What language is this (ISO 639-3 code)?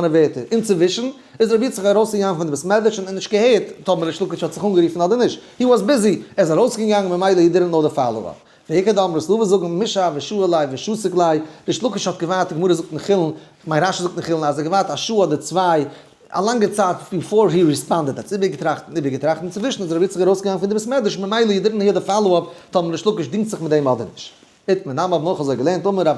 yid